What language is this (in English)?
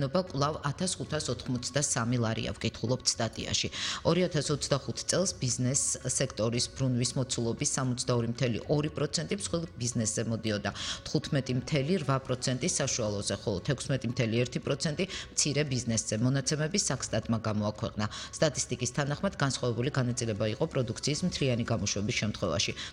Georgian